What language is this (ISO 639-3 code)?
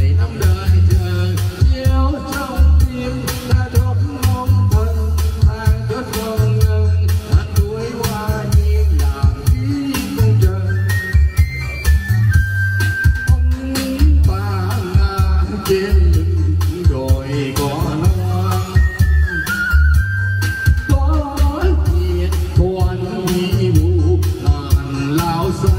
vie